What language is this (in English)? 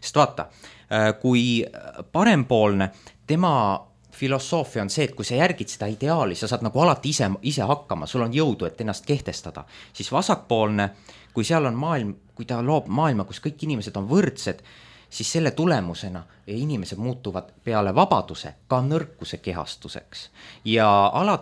Estonian